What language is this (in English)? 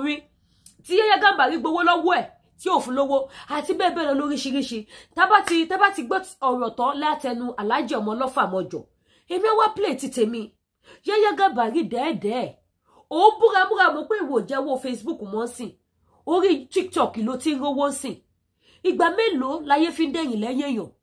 Yoruba